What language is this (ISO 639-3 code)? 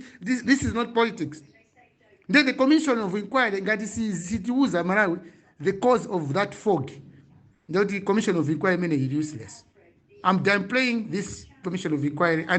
nya